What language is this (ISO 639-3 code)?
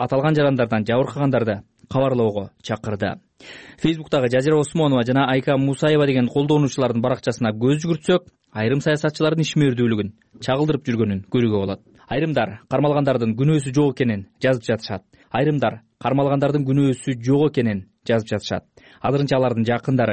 kir